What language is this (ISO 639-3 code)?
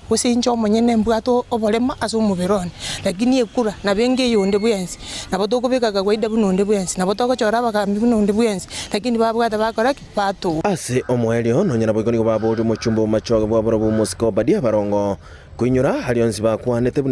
guz